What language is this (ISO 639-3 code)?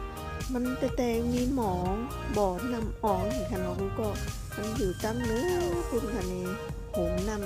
shn